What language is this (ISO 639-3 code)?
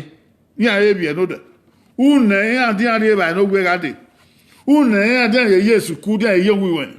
bin